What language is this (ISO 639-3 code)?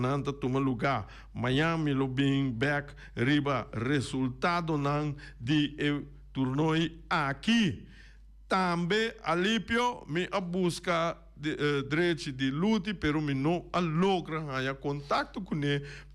pap